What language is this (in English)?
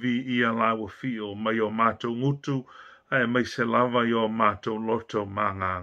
Samoan